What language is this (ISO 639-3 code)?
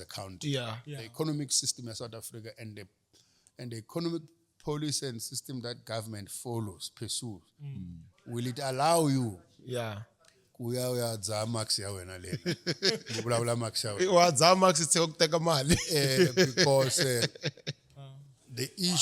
tso